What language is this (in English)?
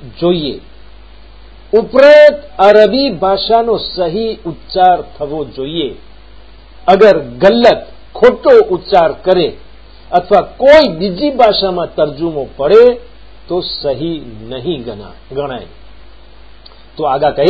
Gujarati